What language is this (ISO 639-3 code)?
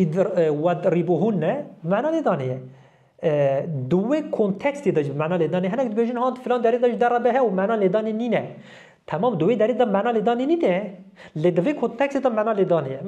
kur